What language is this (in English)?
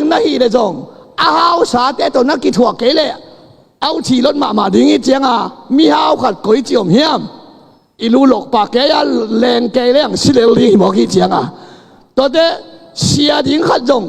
Tedim Chin